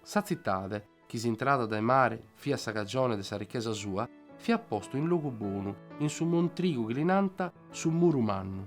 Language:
Sardinian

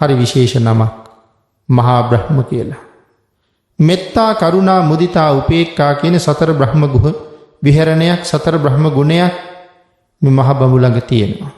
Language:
Sinhala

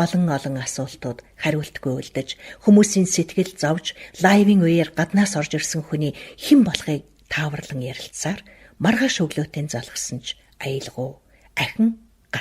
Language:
Mongolian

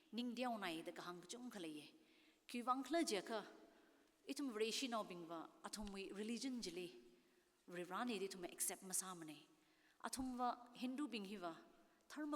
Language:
Tangkhul Naga (India)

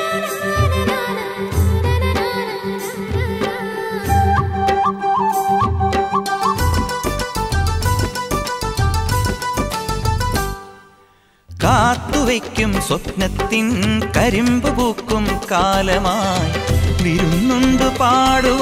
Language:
Malayalam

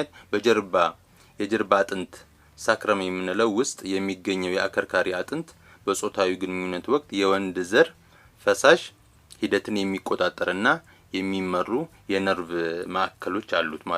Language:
Amharic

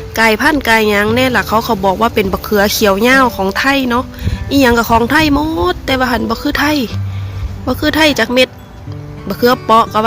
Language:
Northeastern Thai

